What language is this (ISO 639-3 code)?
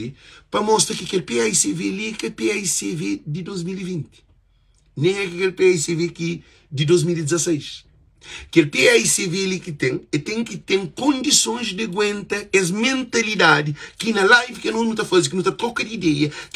kea